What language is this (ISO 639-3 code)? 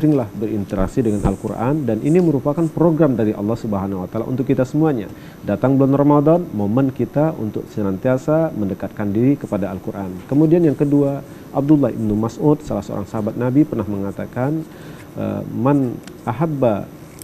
ind